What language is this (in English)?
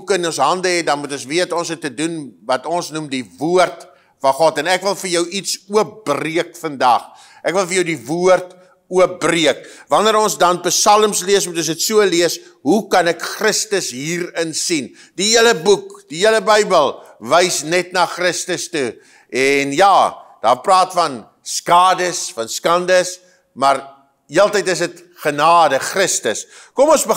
Afrikaans